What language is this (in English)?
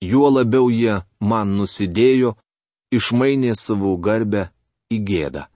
Lithuanian